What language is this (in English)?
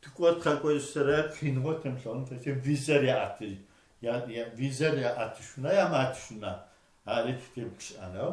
Adyghe